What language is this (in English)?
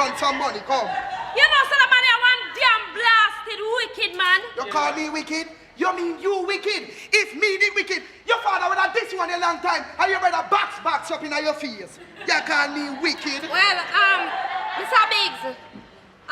Jamaican Creole English